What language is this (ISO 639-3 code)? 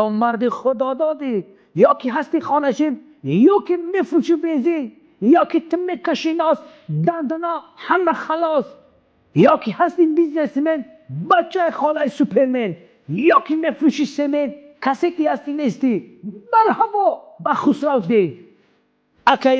tgk